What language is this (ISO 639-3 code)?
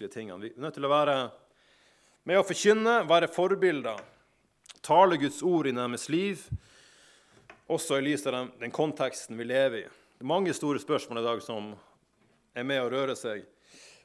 nor